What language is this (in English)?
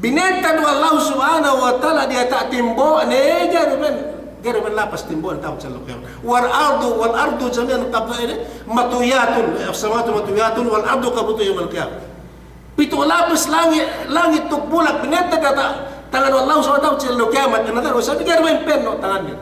Yakan